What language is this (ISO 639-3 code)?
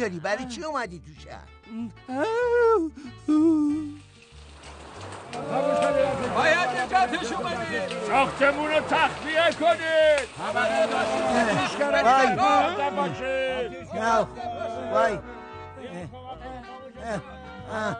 fas